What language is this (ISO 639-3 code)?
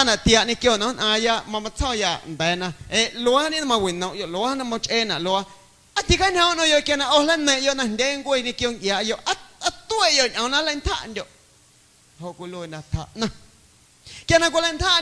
amu